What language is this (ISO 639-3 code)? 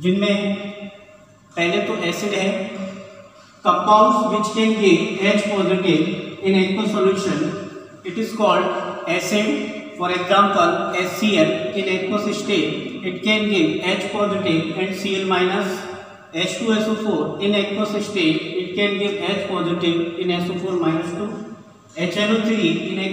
hin